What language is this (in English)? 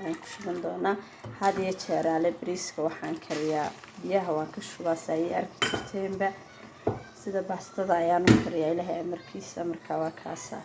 Somali